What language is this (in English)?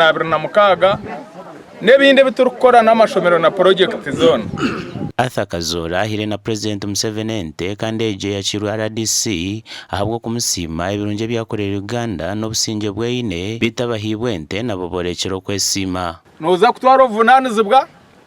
Nyankole